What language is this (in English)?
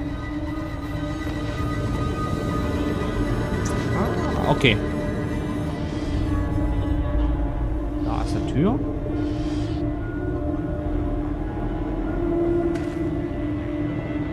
German